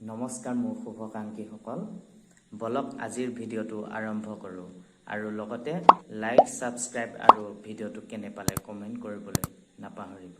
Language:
Assamese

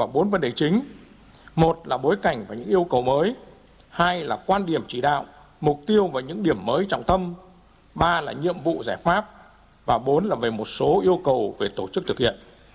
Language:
Vietnamese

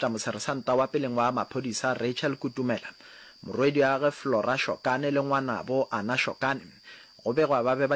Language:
Northern Sotho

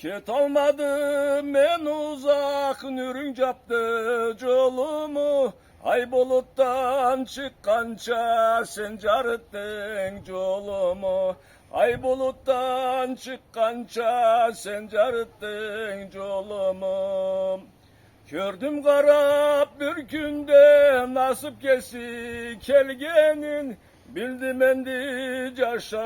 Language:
Karachay-Balkar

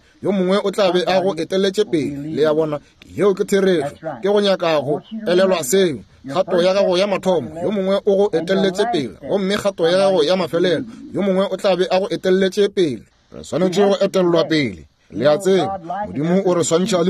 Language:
Northern Sotho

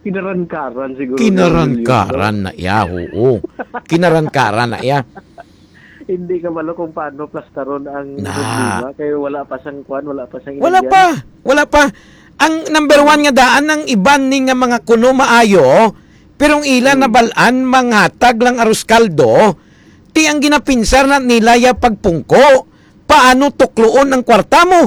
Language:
Hiligaynon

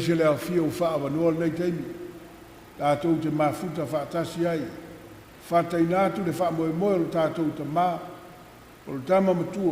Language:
Samoan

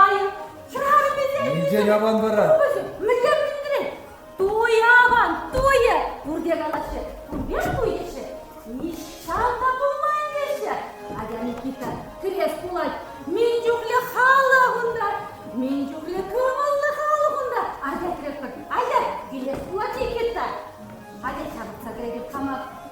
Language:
Chuvash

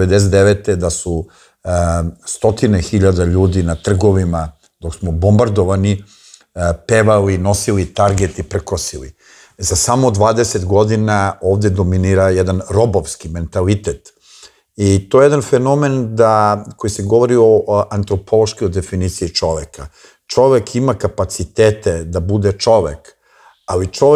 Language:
Serbian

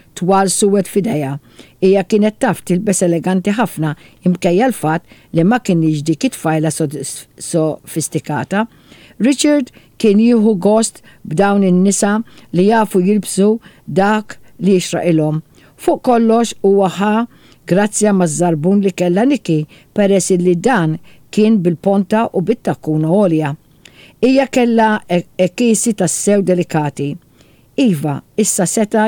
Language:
Maltese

